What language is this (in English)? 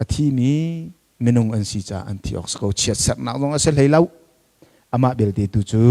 Hakha Chin